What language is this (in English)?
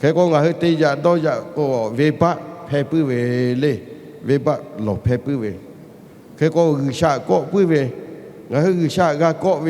Lahu